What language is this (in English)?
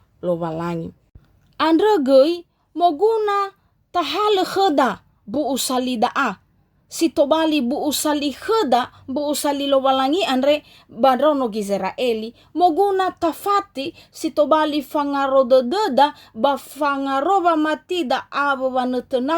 Nias